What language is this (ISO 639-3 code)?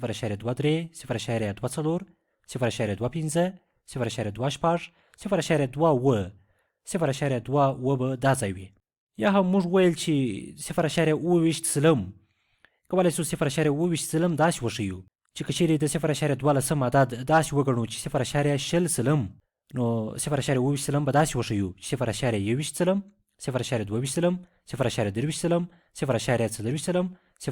pus